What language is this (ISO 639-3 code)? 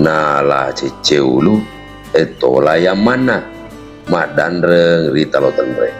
bug